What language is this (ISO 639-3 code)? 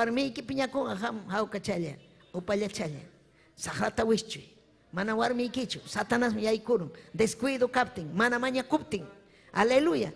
quy